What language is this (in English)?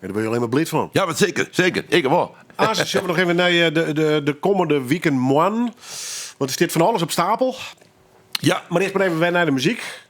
Western Frisian